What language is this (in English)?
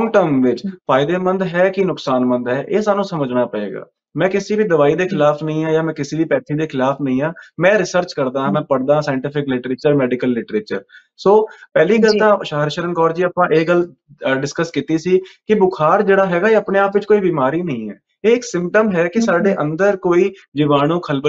Punjabi